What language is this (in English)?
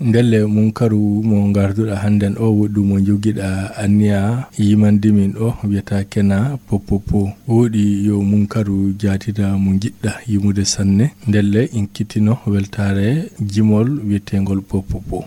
Fula